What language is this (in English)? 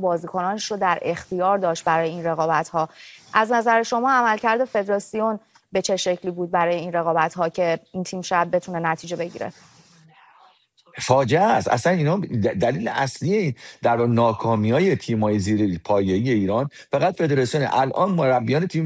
Persian